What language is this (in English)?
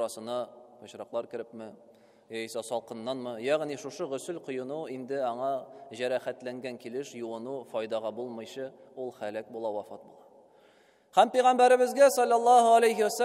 Tatar